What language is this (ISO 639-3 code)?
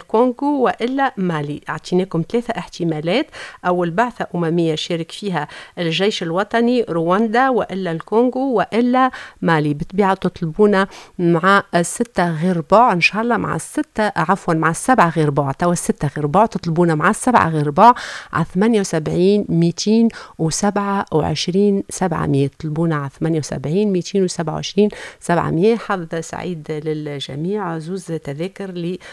aeb